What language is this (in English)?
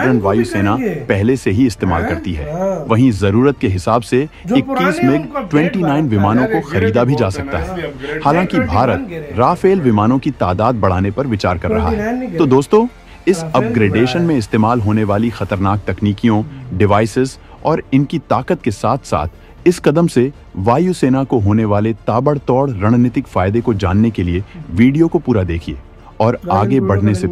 Hindi